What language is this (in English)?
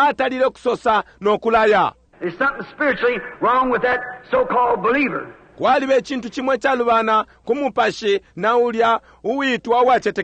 Bemba